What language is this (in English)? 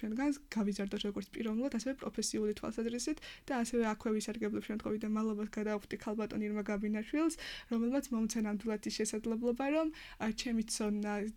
Georgian